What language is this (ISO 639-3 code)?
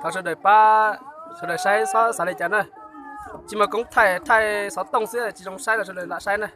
hmn